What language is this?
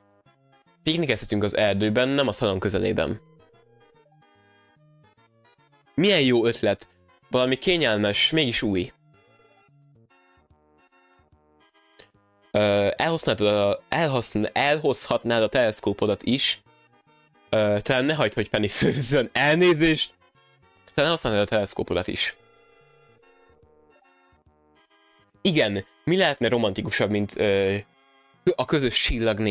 Hungarian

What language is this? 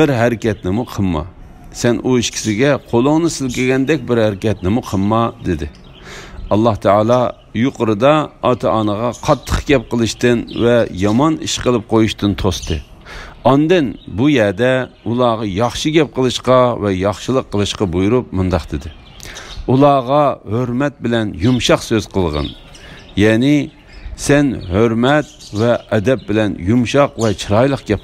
Uyghur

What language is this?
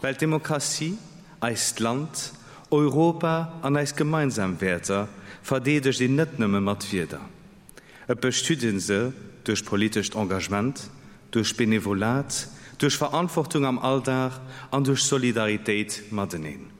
Luxembourgish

